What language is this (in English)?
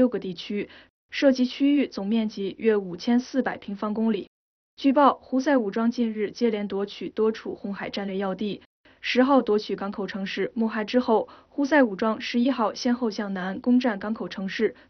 Chinese